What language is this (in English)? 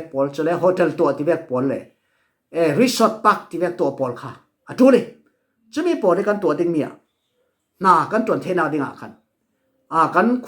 Falam Chin